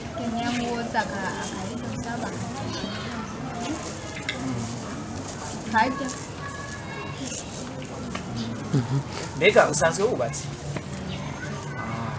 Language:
Rundi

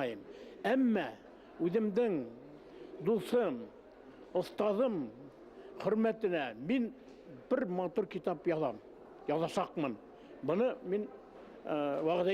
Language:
Bashkir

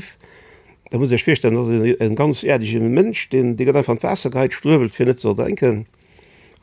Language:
Luxembourgish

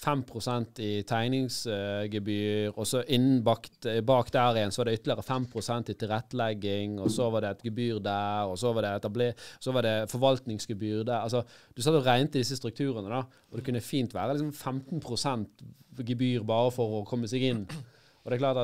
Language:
Norwegian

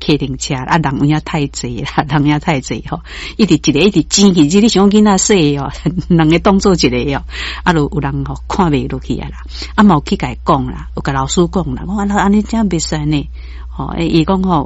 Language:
Min Nan Chinese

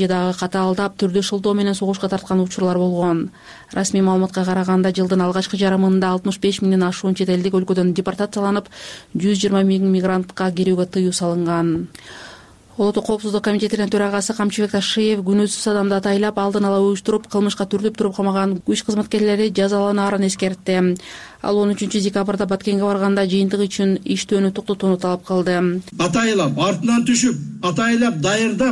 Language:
Kyrgyz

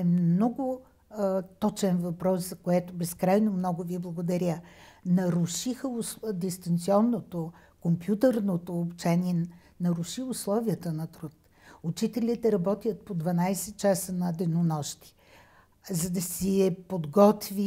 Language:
Bulgarian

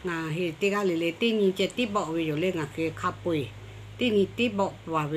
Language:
Lahu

